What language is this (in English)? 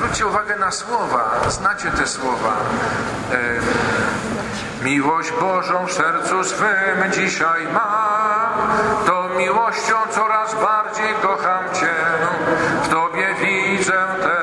Polish